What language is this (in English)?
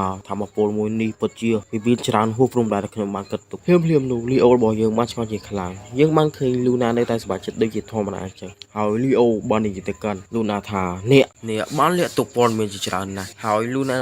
Khmer